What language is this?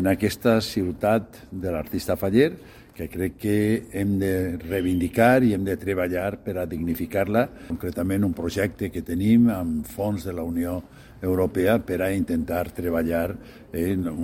Catalan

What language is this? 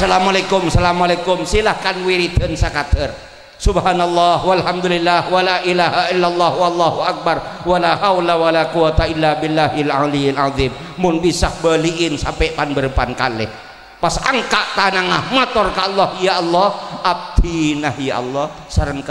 Madurese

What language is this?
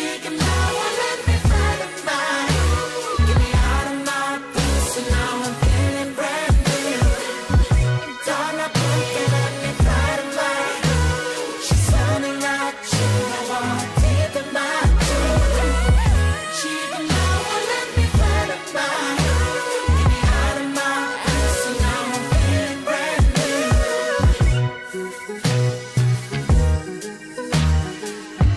Korean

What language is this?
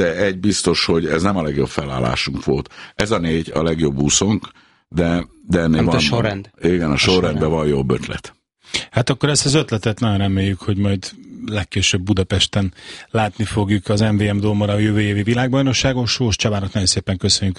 Hungarian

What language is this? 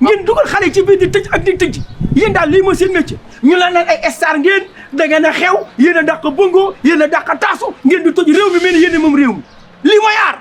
Wolof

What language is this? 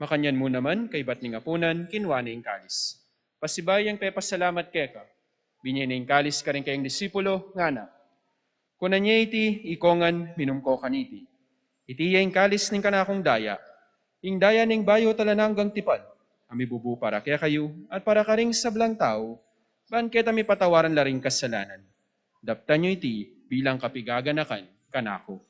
Pampanga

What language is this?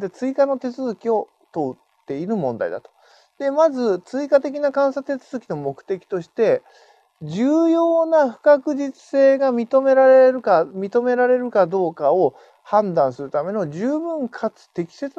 Japanese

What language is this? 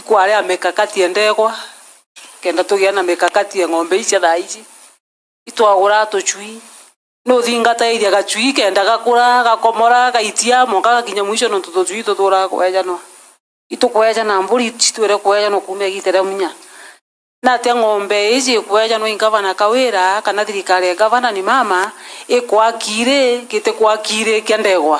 Meru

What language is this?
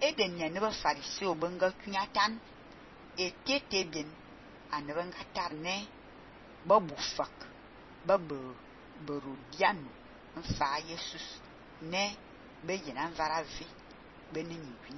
Fang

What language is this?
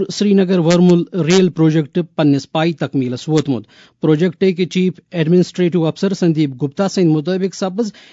Kashmiri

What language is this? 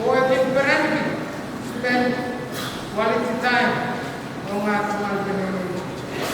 Pohnpeian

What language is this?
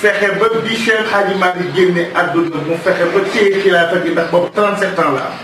Wolof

